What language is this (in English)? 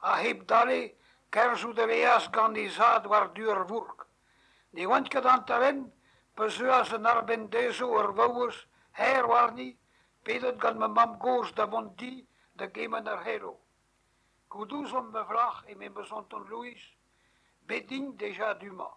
Breton